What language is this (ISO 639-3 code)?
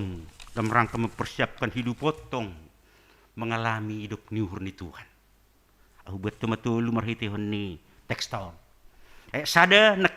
bts